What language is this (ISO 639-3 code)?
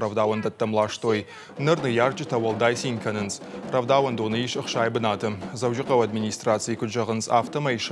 oss